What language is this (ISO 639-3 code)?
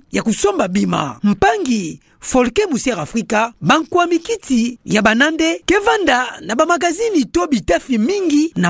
ktu